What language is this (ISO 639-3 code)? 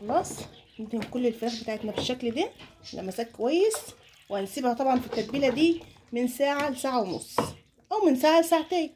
arz